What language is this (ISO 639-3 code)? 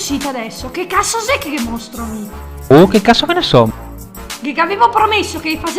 vec